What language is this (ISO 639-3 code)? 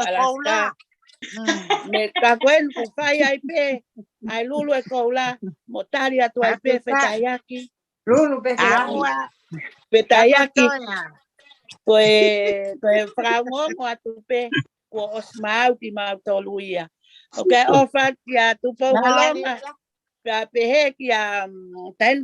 ton